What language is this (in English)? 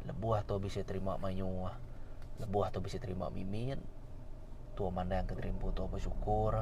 Iban